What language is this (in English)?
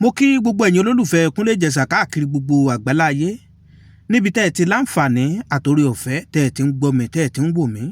Yoruba